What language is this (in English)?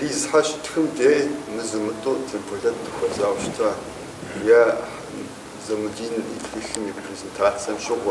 Kabardian